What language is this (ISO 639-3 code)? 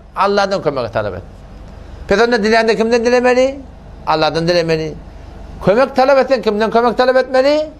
tuk